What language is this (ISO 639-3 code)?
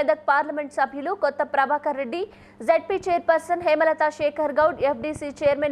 tel